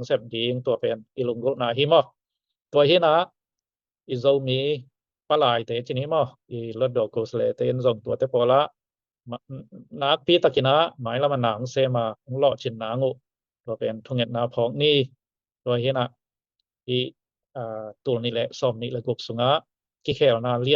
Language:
Tedim Chin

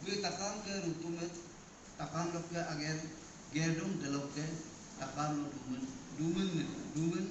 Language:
Adi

